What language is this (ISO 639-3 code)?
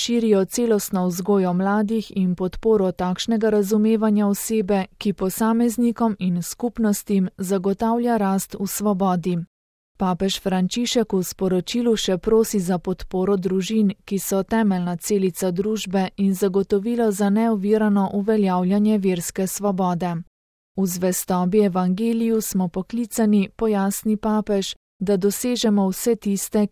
slv